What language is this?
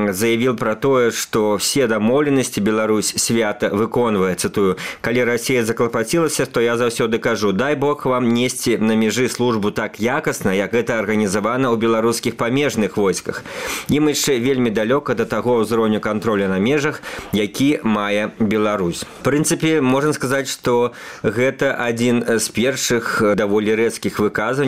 Belarusian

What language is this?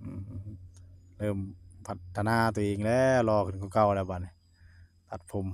Northeastern Thai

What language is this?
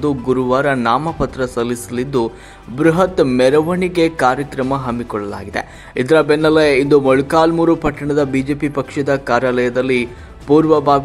Kannada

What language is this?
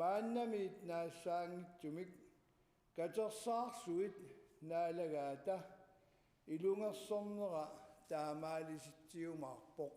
Kalaallisut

